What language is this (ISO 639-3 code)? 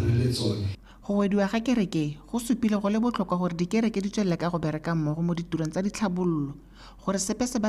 tsn